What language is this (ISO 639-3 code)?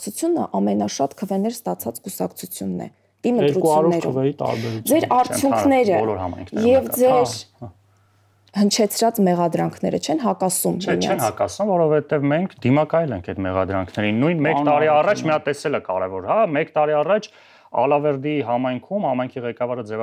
hye